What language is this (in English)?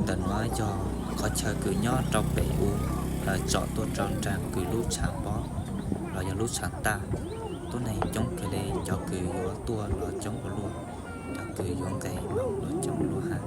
Hmong